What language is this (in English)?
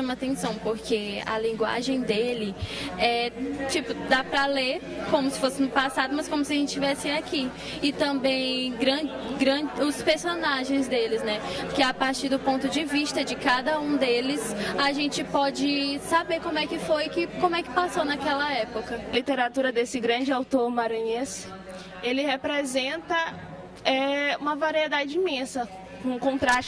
Portuguese